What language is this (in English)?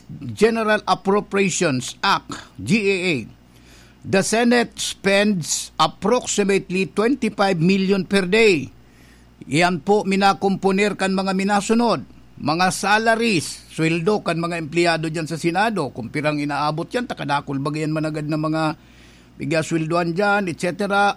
Bikol